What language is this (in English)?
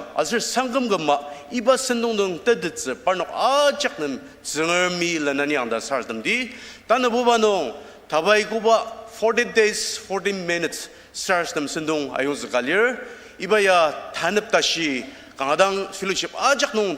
Ao Naga